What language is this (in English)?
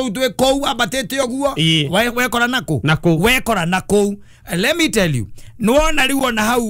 Kikuyu